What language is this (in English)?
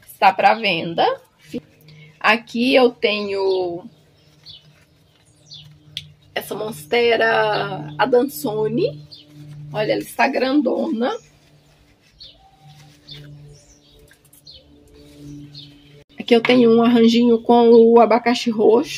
Portuguese